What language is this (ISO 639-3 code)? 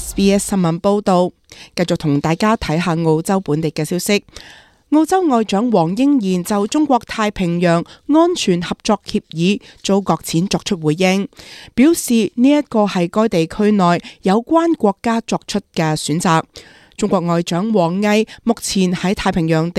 yue